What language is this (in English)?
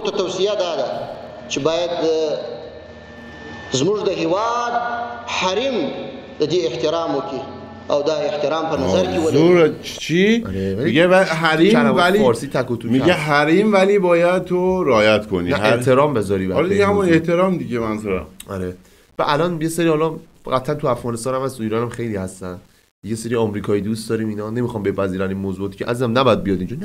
Persian